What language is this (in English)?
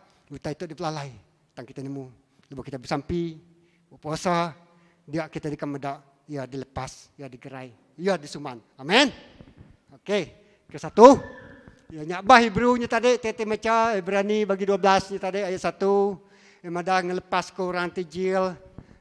Iban